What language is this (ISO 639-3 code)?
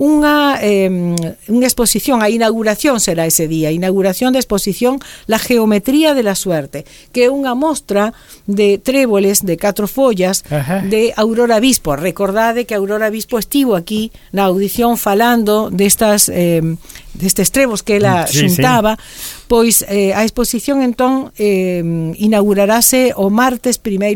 glg